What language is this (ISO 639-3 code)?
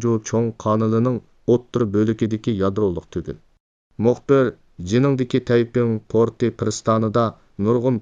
uig